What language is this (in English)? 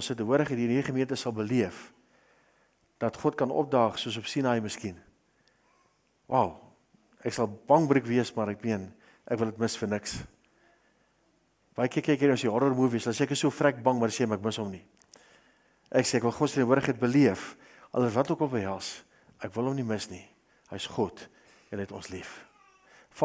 Afrikaans